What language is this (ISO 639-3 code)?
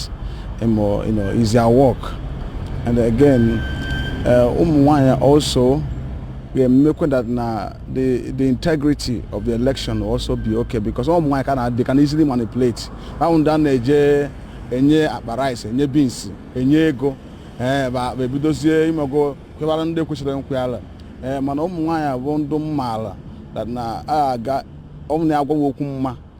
ibo